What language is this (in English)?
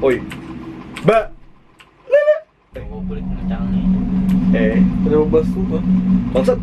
Banjar